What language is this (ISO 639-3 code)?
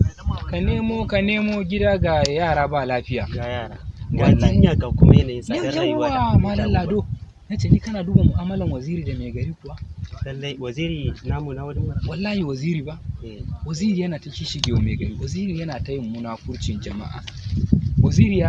hau